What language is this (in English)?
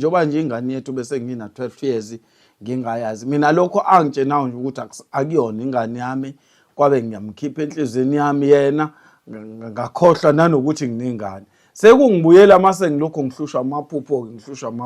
Zulu